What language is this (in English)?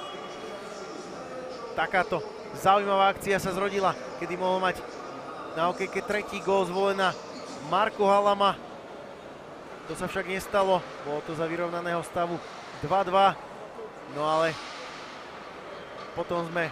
Slovak